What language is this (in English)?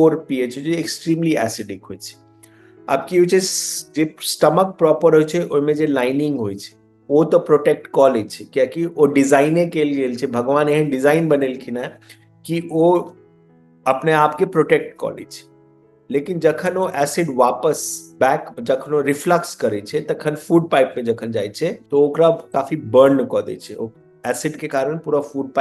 Maithili